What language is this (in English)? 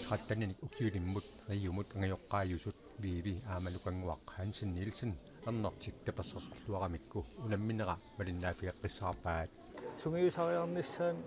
Kalaallisut